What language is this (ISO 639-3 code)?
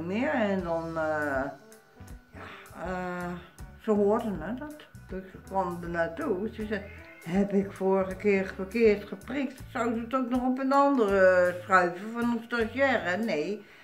nld